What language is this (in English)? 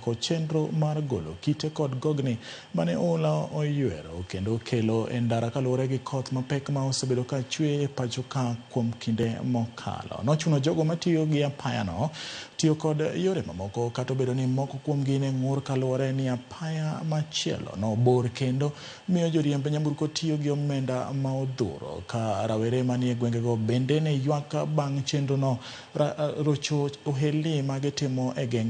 Luo (Kenya and Tanzania)